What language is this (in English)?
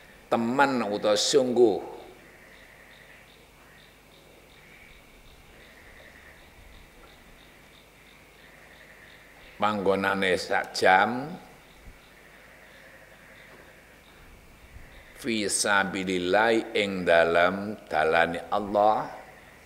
Javanese